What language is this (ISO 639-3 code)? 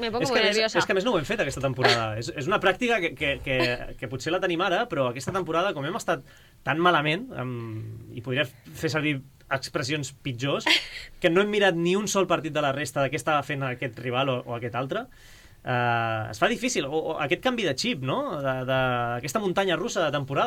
cat